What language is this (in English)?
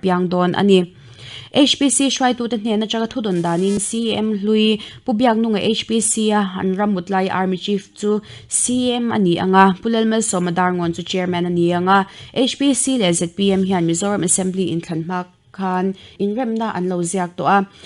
Mizo